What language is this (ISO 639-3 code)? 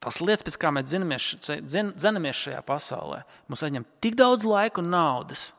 lav